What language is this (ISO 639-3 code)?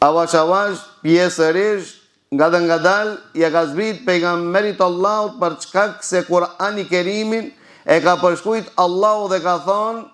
sqi